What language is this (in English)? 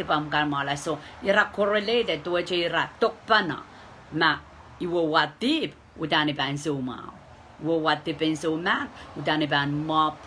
Pohnpeian